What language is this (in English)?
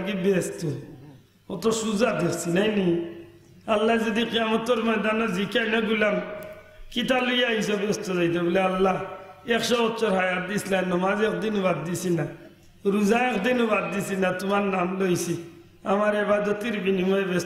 Sylheti